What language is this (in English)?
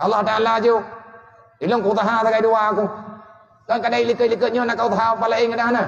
Achinese